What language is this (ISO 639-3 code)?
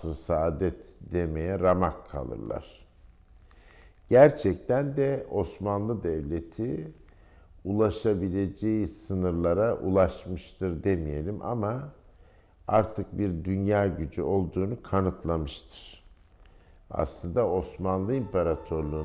tur